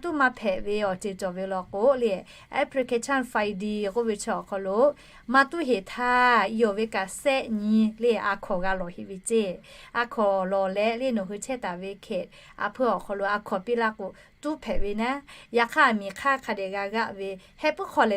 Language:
Lahu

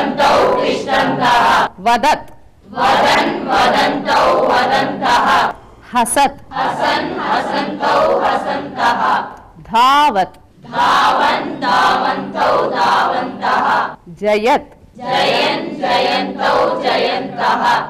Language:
Sanskrit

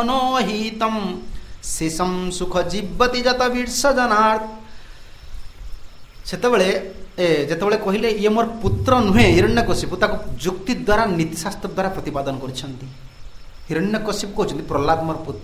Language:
Odia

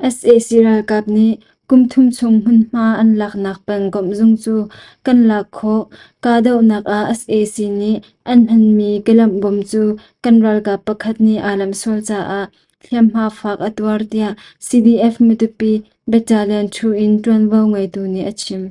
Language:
Hakha Chin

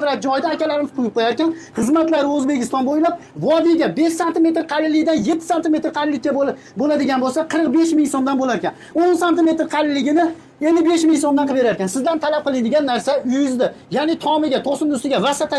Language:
Uzbek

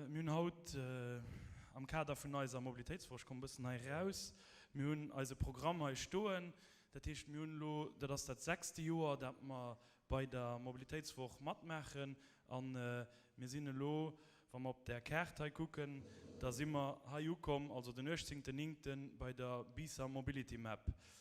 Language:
Luxembourgish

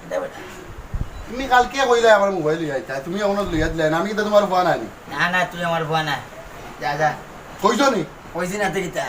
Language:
Sylheti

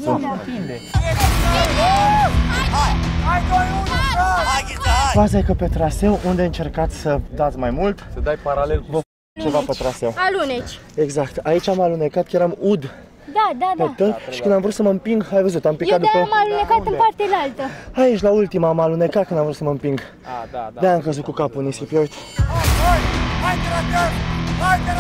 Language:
Romanian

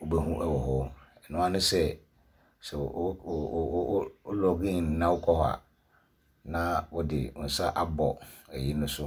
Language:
Akan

